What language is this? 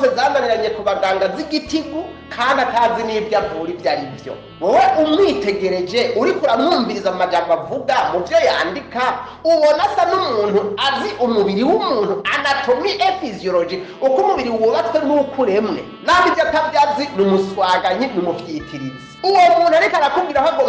Rundi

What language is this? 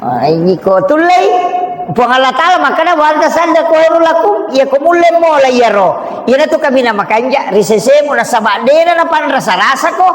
Buginese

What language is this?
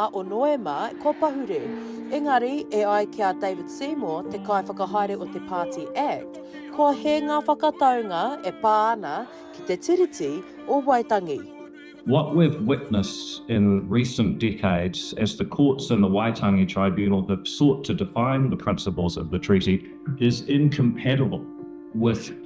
Māori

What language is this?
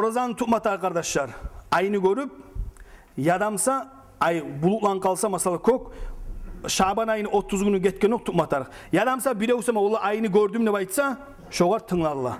Kumyk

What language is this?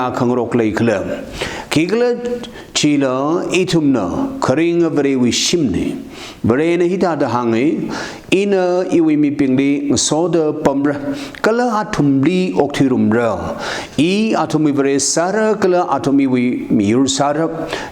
Tangkhul Naga (India)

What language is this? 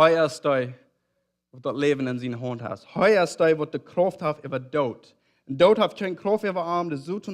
Plautdietsch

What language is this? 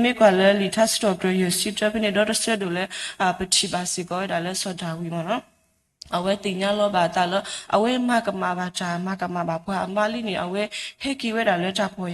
S'gaw Karen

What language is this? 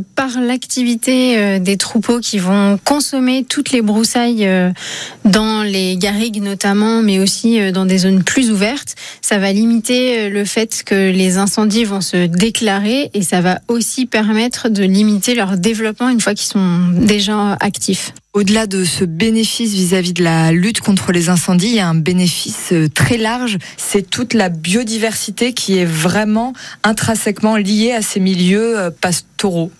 French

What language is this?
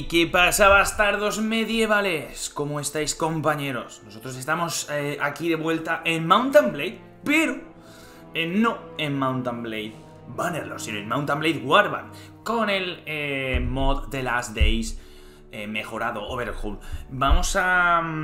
Spanish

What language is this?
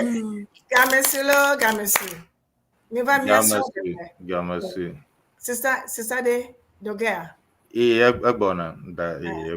Ewe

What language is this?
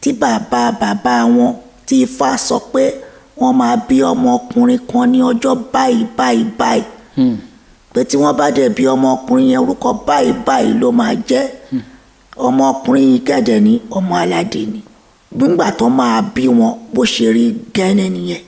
Yoruba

